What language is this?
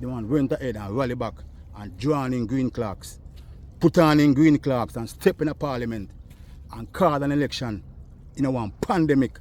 Jamaican Creole English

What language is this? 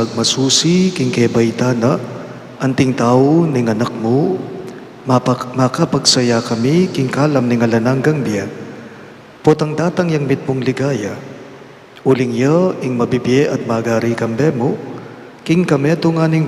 Pampanga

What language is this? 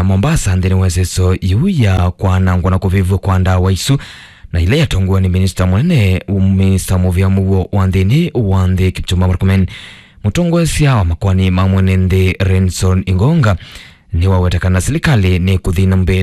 Kamba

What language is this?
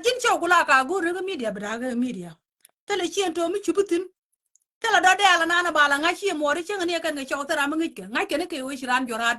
Nuer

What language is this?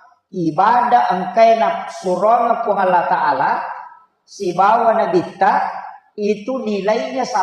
Buginese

